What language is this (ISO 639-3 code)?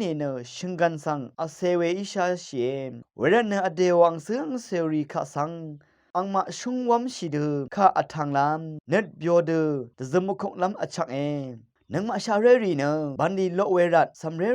raw